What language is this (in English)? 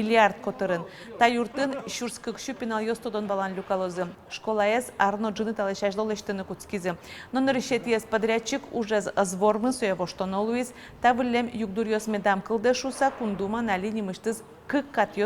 Udmurt